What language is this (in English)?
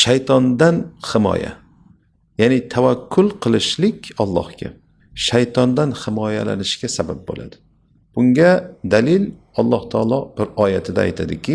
Uzbek